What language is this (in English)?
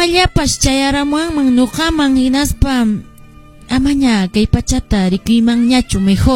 Quechua